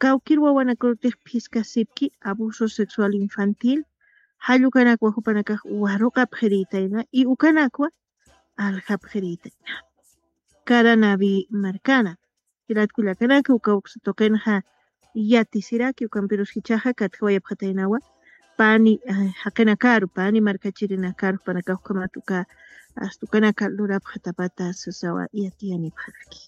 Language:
Aymara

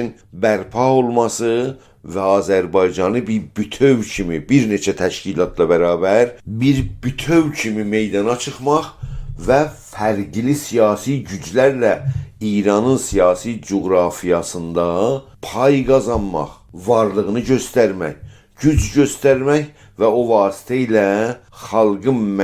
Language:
South Azerbaijani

